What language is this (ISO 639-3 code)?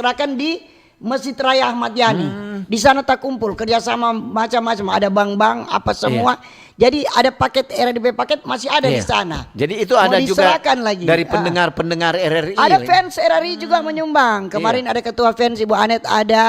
xmm